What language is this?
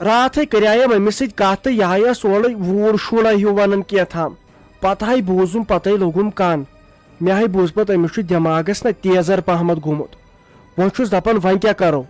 Kashmiri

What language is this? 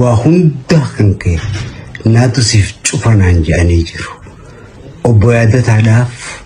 Oromo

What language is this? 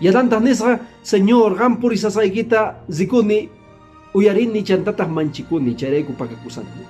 Quechua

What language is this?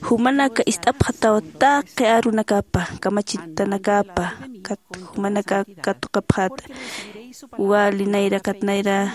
Aymara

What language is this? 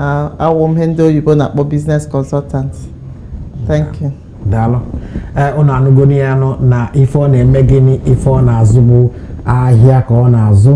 Igbo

